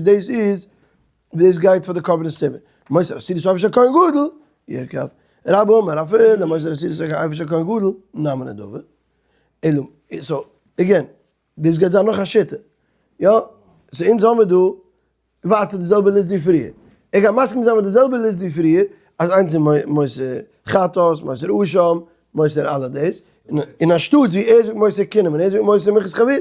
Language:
Yiddish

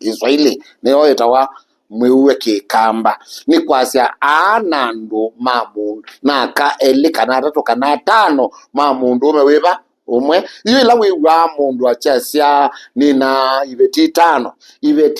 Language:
Kamba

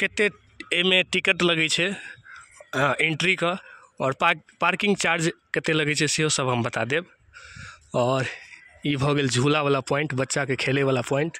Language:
Maithili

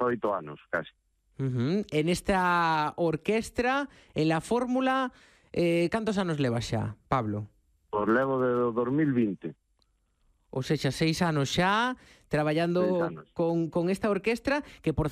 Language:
Galician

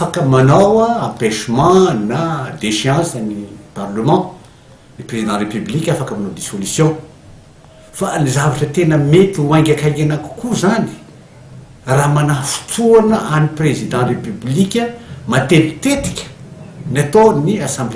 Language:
Malagasy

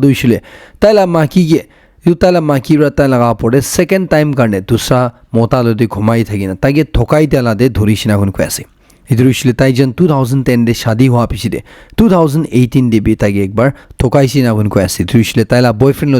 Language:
Naga Pidgin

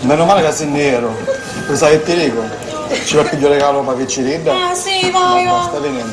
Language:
Sicilian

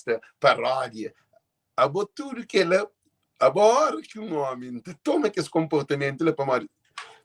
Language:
Kabuverdianu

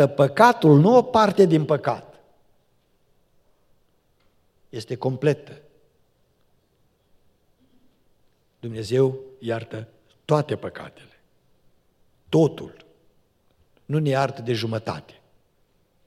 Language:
Romanian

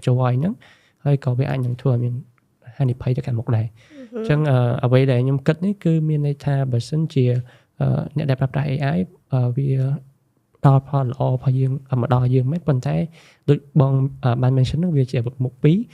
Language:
Khmer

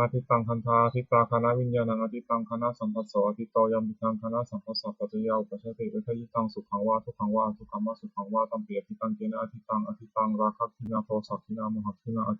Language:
Pali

